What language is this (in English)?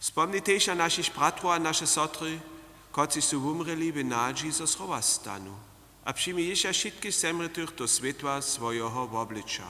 Upper Sorbian